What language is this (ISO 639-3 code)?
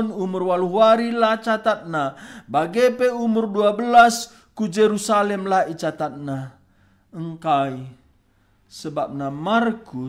btx